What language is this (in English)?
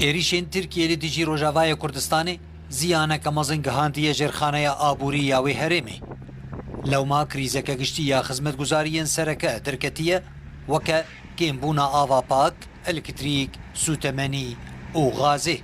Kurdish